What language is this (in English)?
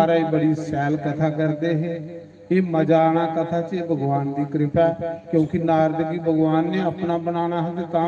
Dogri